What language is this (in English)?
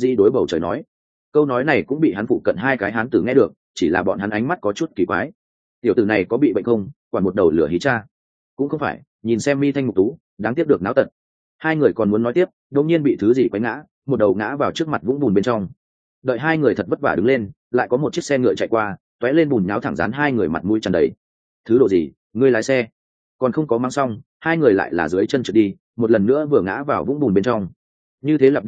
Vietnamese